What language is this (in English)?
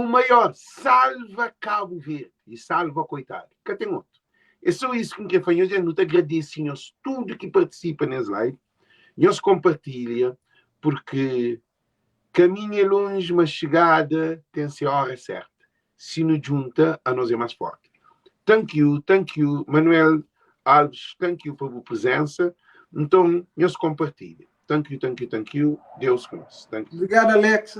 Kabuverdianu